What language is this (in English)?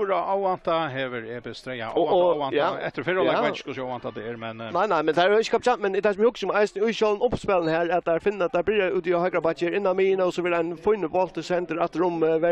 Faroese